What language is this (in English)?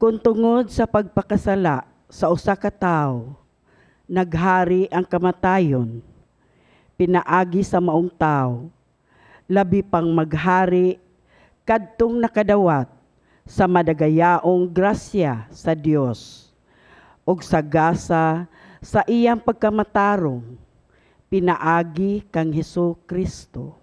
Cebuano